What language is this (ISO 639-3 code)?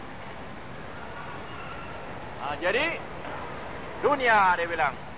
msa